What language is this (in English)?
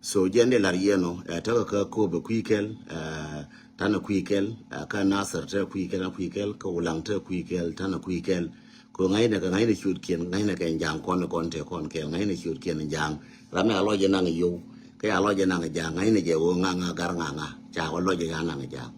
Nuer